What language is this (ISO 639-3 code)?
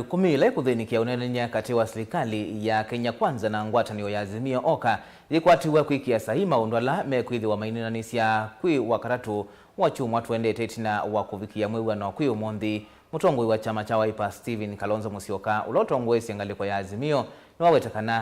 kam